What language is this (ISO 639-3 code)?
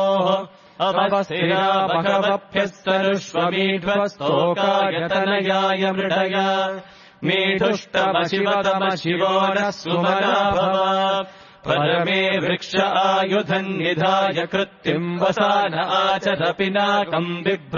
san